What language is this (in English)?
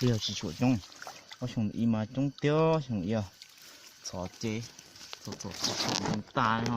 Hmong